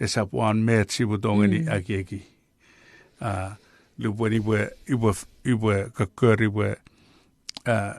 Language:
Chuukese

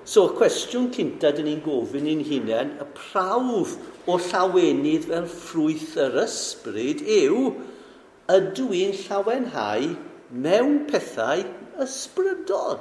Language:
Welsh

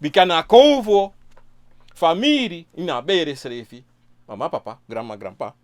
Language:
Sranan Tongo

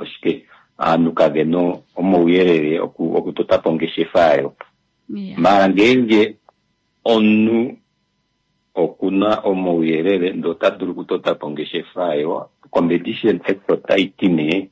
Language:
Kuanyama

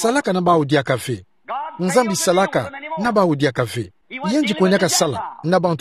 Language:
Kituba (Democratic Republic of Congo)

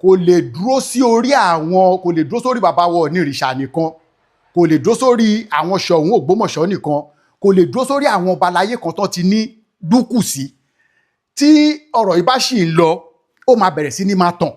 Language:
Yoruba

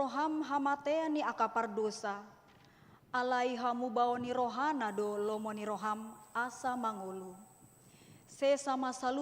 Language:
Batak Toba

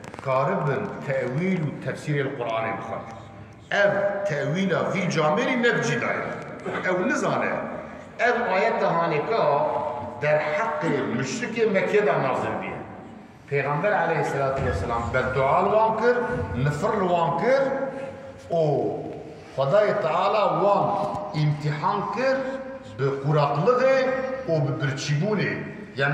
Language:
Kurdish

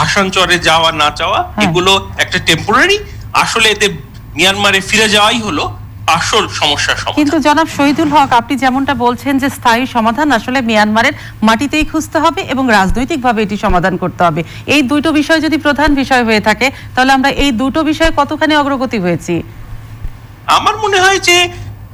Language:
Bangla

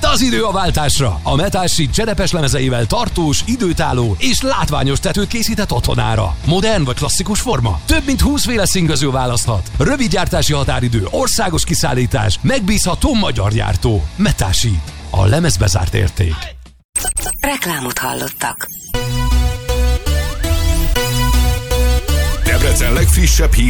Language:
Hungarian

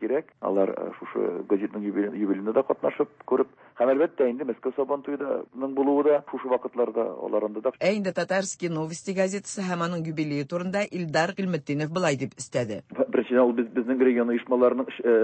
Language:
Tatar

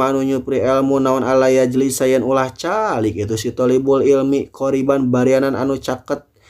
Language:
Sundanese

